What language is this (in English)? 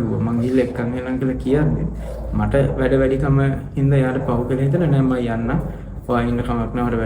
Sinhala